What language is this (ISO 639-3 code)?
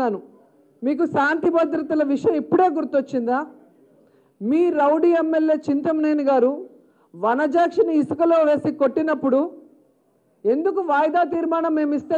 tel